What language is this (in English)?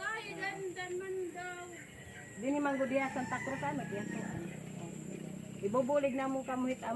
Waray